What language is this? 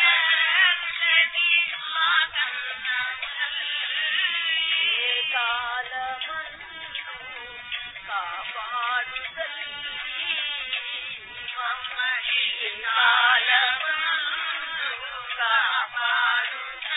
Telugu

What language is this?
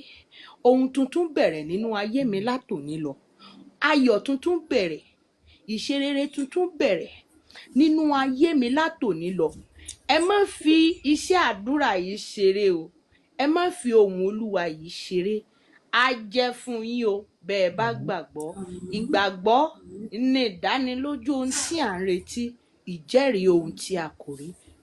Yoruba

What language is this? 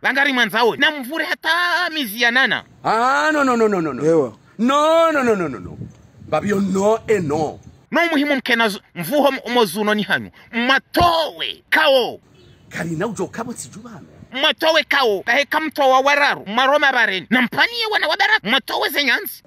Ngazidja Comorian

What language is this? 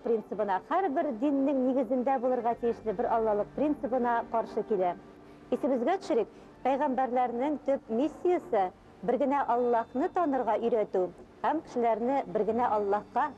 Tatar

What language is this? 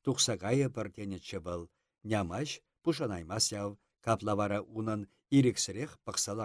Chuvash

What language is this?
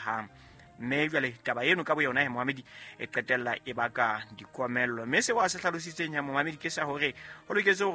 Southern Sotho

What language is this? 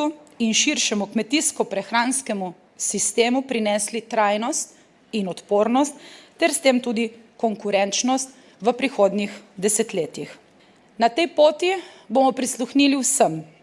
Slovenian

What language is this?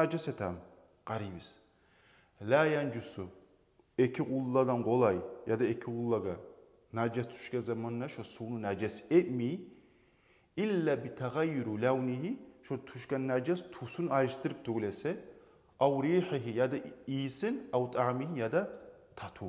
Kumyk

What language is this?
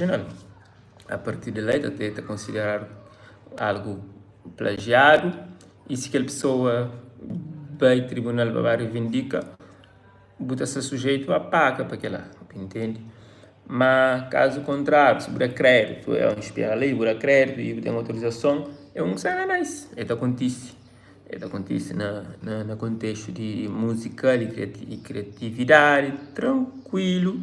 Kabuverdianu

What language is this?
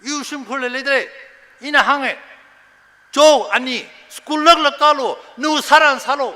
Tangkhul Naga (India)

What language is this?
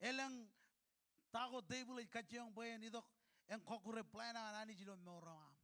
Marshallese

